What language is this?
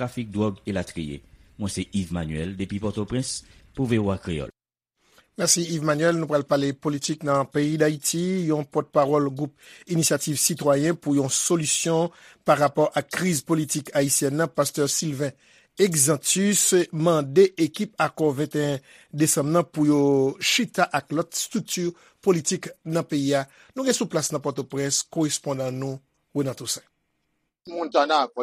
Haitian Creole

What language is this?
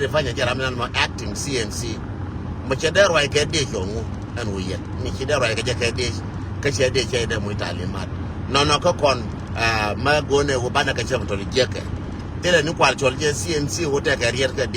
Nuer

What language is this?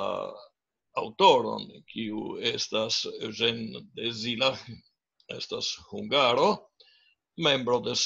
Esperanto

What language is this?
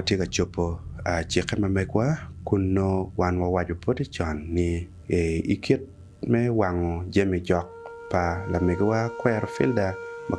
Acoli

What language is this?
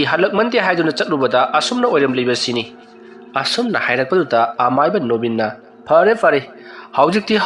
Manipuri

